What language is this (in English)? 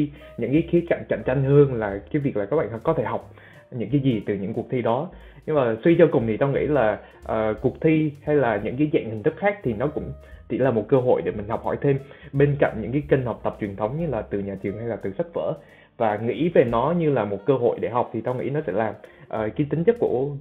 Vietnamese